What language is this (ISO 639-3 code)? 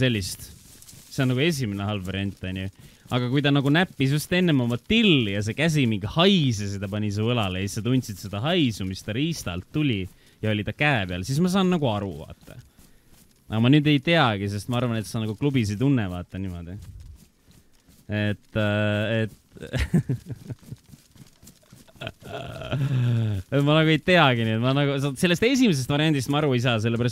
est